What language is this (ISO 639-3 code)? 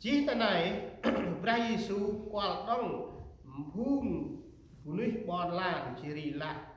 cmo